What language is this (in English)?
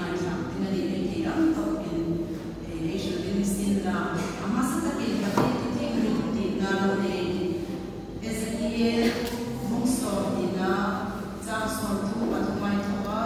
Hmar